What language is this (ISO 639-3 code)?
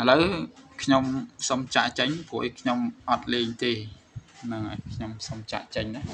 khm